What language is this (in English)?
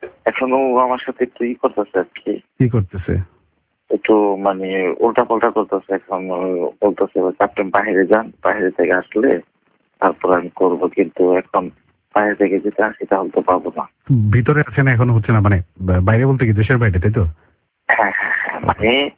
Bangla